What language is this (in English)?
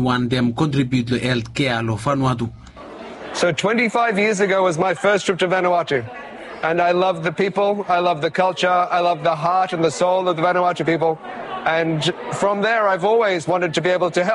Bislama